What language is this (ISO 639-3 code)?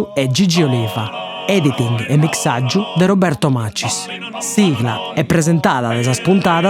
srd